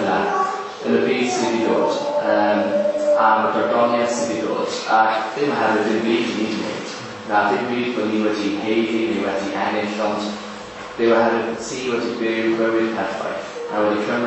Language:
Welsh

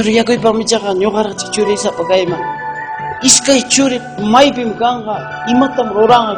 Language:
Ayacucho Quechua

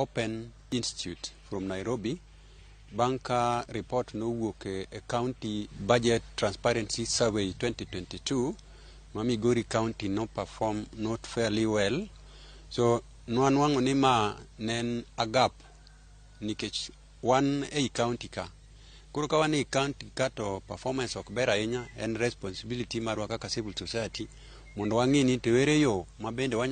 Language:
Luo (Kenya and Tanzania)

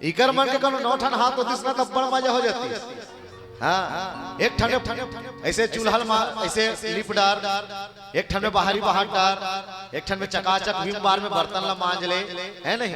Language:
Chhattisgarhi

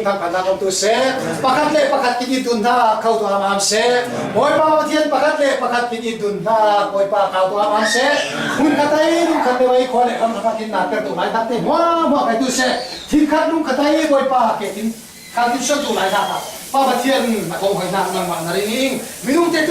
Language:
Falam Chin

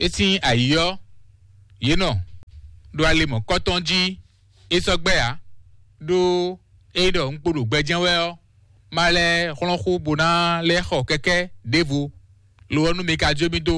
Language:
Fon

